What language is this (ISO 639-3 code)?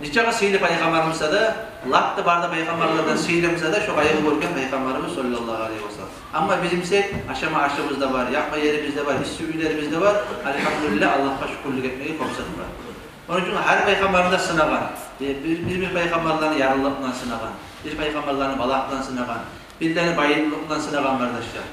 kum